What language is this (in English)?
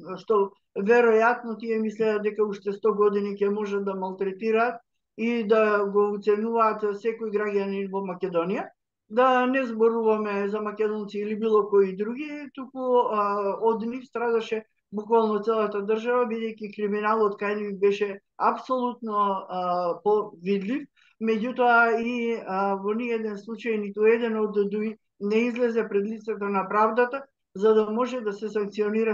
Macedonian